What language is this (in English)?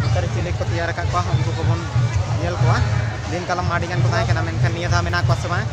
Santali